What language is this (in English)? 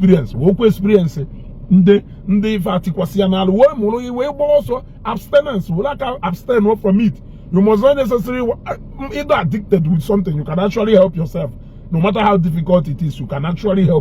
Igbo